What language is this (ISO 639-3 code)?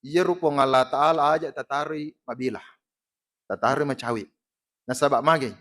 bug